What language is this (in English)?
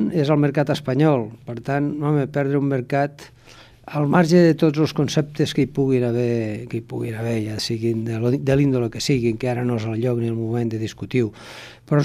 Catalan